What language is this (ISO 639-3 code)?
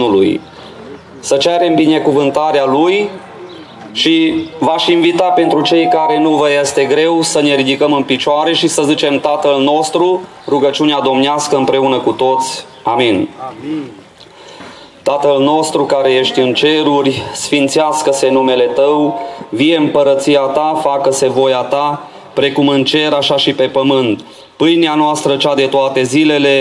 ron